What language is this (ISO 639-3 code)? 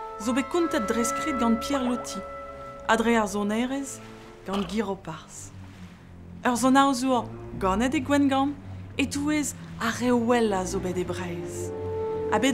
bre